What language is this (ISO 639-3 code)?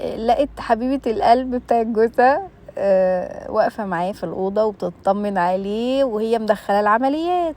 arz